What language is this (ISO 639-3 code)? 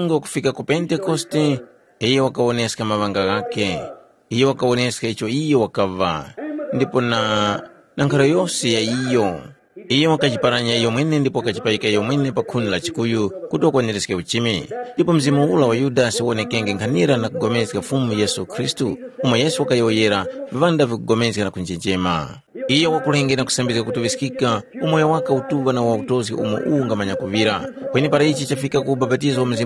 tum